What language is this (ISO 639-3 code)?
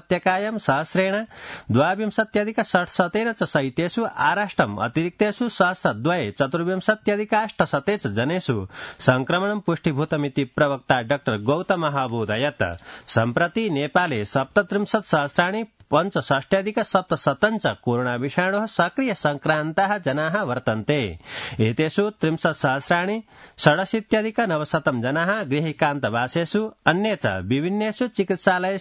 san